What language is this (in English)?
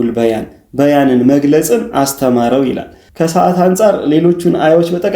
Amharic